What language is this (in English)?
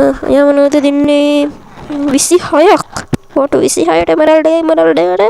Sinhala